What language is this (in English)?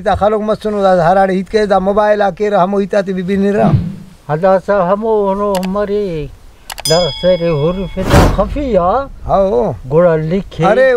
Brahui